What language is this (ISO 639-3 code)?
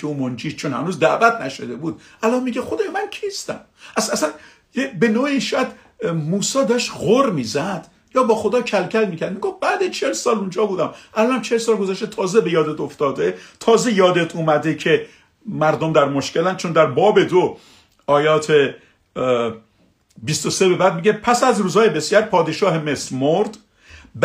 fas